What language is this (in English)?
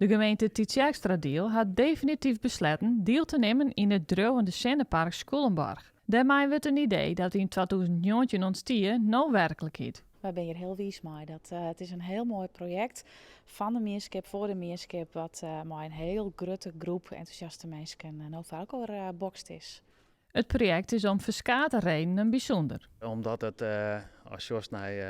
Western Frisian